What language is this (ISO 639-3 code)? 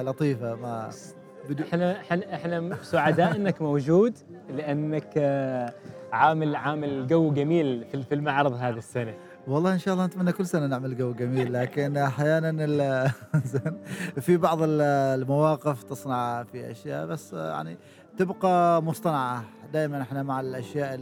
afb